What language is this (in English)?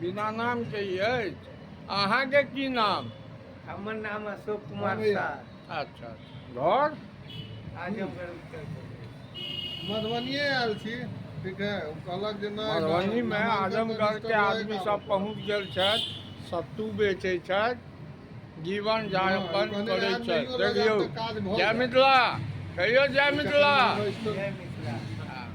Maithili